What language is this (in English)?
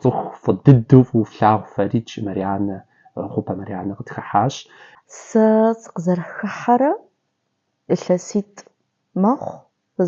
Kabardian